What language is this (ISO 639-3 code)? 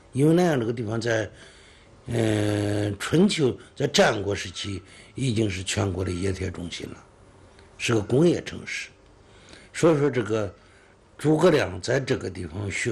zho